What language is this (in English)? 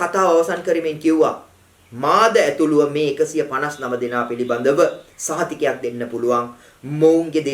Sinhala